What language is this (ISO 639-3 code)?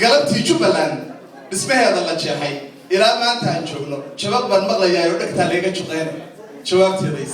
som